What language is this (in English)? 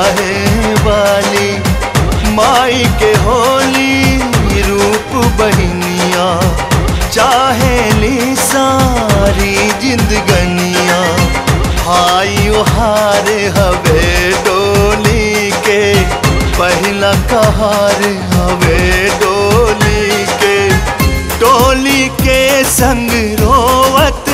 Bhojpuri